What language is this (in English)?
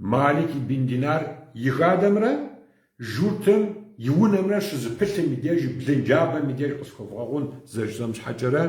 Kabardian